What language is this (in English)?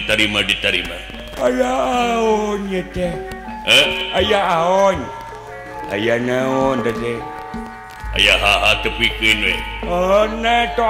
Sundanese